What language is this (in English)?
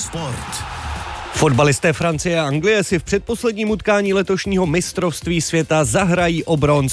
Czech